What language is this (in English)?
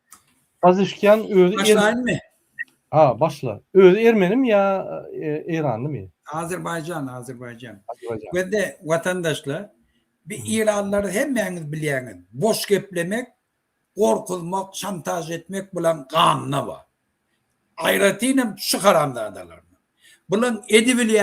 Turkmen